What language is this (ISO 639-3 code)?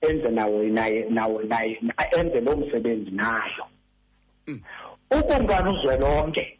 xho